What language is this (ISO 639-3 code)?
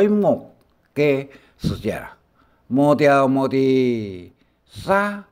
hak